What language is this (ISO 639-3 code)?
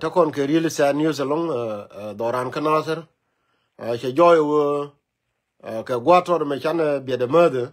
nus